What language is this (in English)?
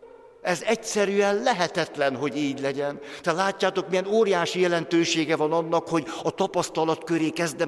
Hungarian